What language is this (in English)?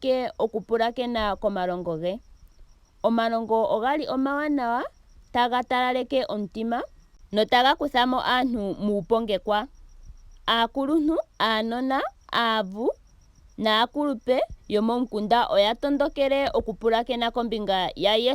Ndonga